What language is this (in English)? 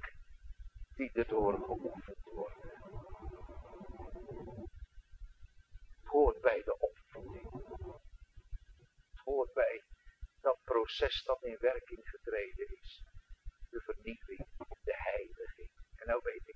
Dutch